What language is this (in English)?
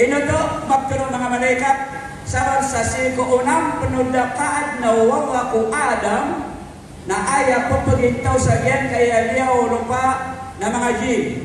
Maranao